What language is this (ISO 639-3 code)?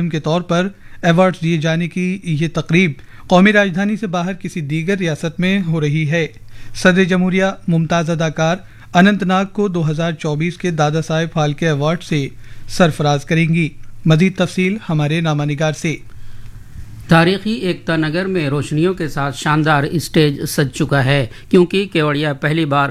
urd